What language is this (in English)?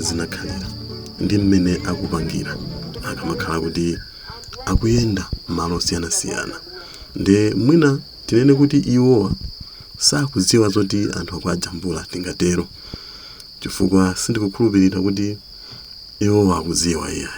Nyanja